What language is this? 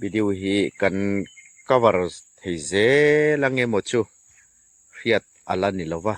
Hmar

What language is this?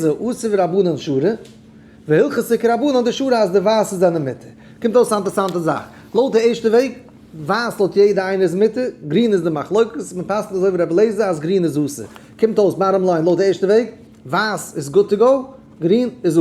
Yiddish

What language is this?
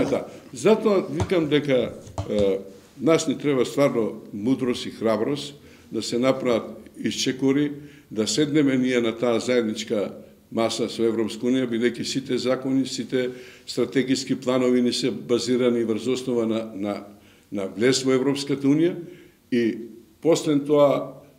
Macedonian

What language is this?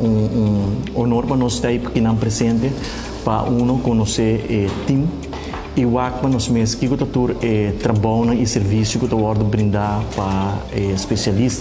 Papiamento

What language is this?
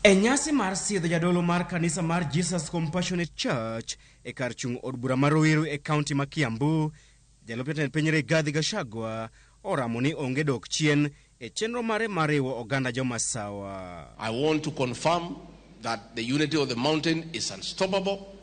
Luo (Kenya and Tanzania)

